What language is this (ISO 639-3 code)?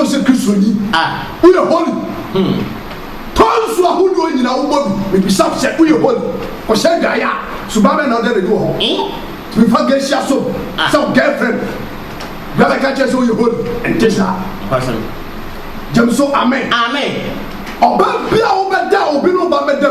aka